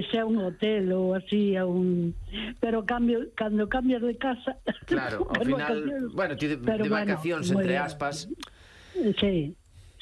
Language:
Galician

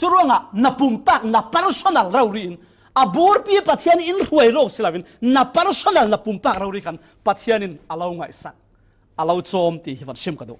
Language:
Falam Chin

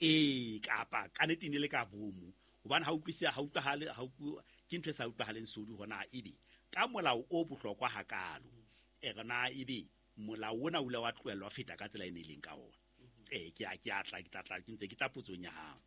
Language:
Southern Sotho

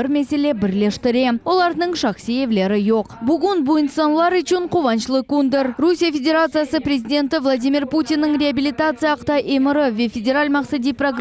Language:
Crimean Tatar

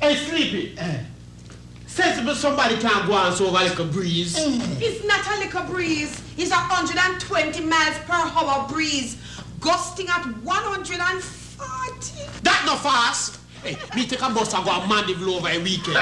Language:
Jamaican Creole English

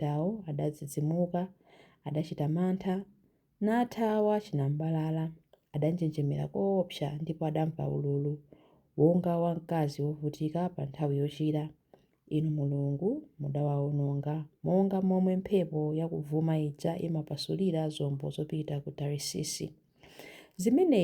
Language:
Nyanja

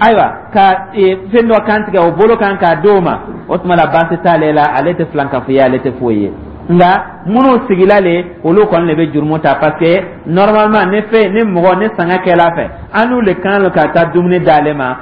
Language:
Dyula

